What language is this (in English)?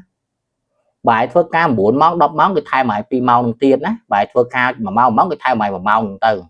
Khmer